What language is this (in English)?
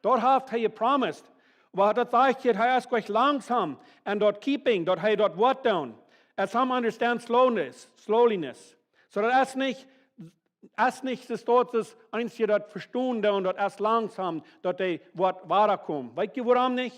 Plautdietsch